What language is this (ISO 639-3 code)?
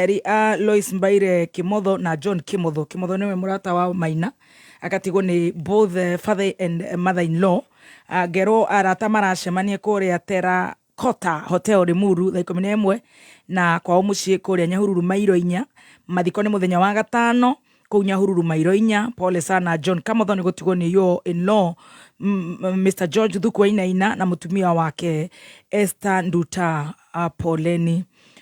kik